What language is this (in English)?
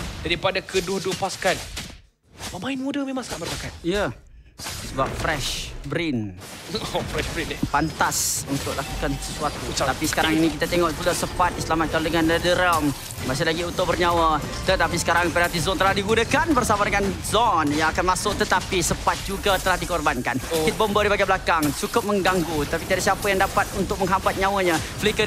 Malay